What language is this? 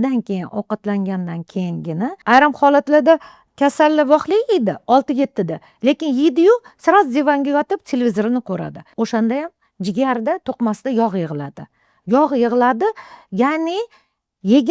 Uzbek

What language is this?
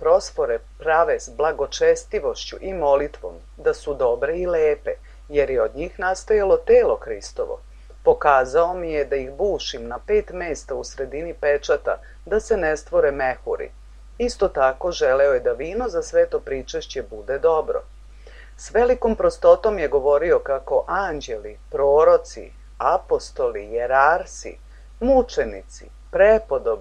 Serbian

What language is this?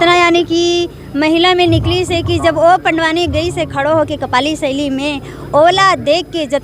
Chhattisgarhi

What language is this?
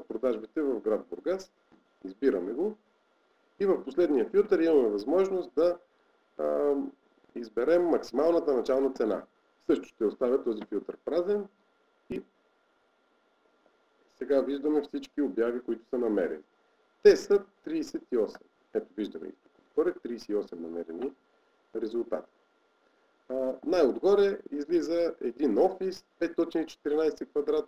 Bulgarian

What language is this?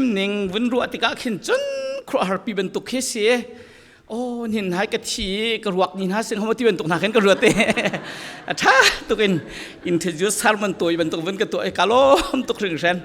Falam Chin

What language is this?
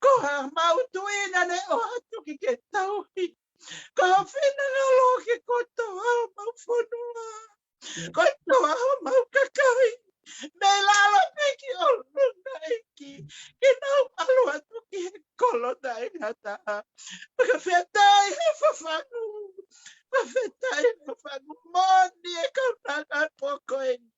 Tongan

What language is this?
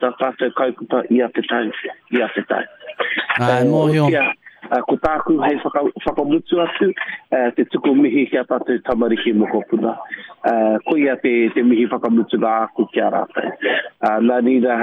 Māori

